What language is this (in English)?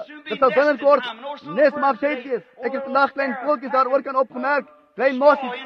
Afrikaans